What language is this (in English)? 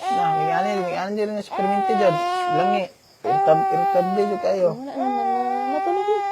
Cebuano